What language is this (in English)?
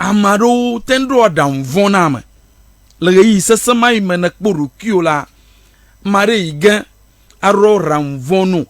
Ewe